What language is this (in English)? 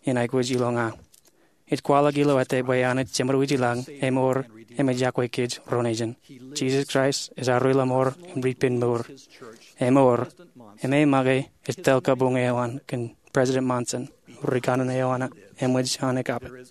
Marshallese